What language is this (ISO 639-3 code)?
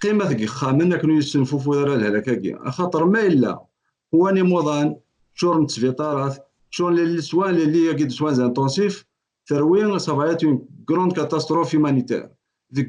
kab